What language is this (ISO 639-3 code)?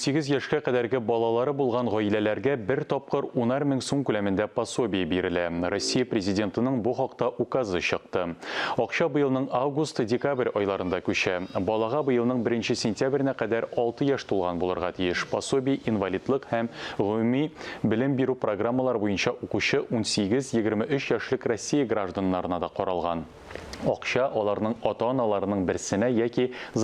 tat